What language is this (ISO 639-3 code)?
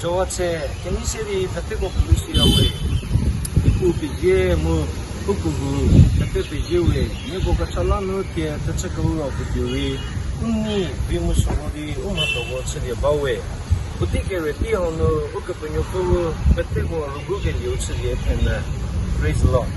njm